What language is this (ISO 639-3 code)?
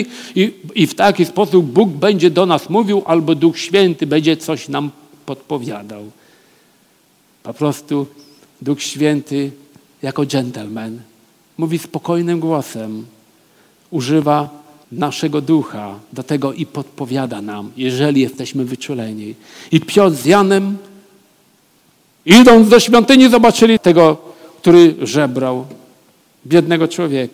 pol